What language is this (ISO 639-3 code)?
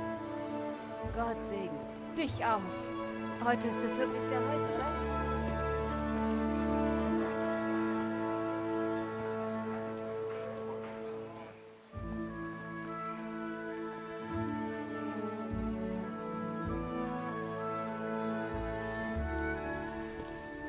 deu